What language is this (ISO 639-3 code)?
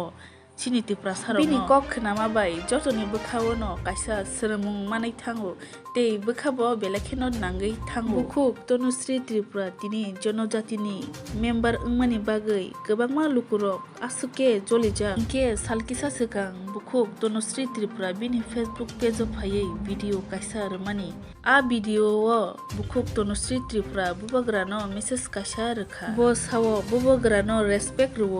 trp